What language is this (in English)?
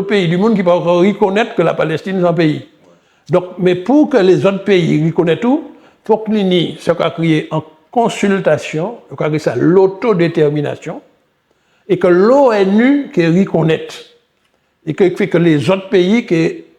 Guadeloupean Creole French